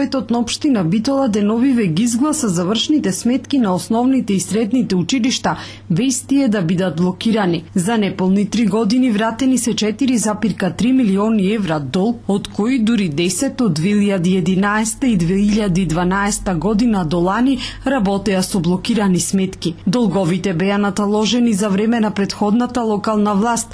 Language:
Macedonian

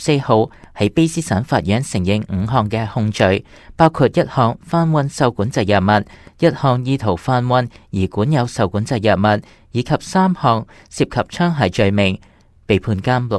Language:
Cantonese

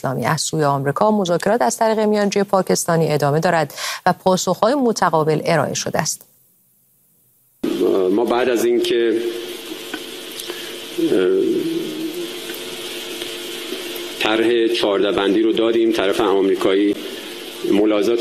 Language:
Persian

